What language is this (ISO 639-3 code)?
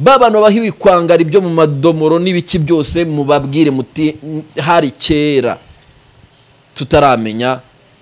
kin